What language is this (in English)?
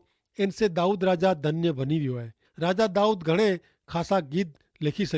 Kachhi